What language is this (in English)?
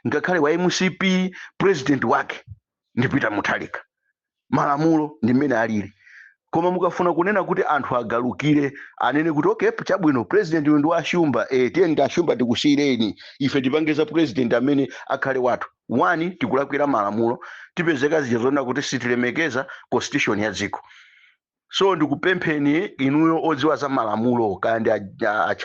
Nyanja